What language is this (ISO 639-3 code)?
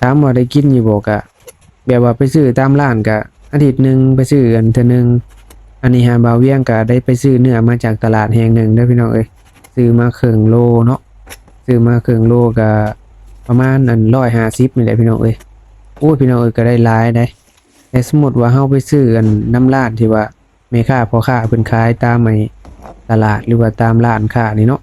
lao